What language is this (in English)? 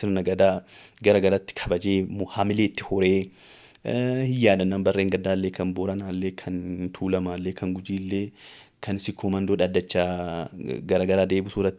Oromo